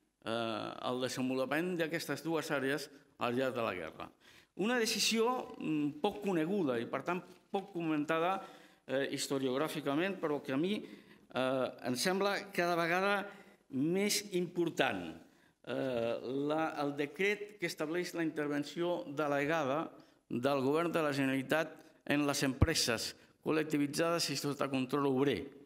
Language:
Catalan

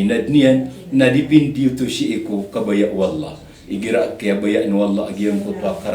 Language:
Maranao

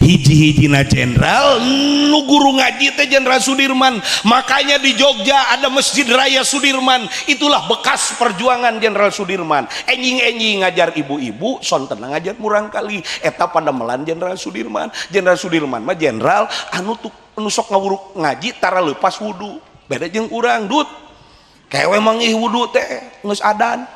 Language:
Sundanese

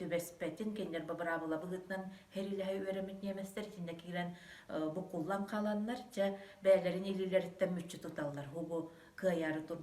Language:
Yakut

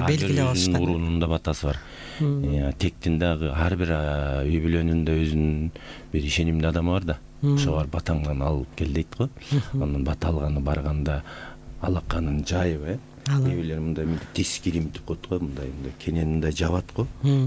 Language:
Kyrgyz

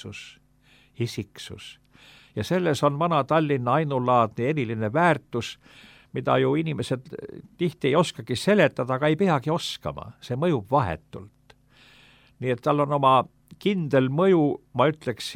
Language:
Estonian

